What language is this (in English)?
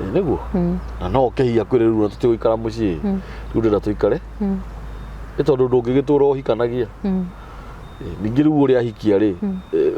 Kikuyu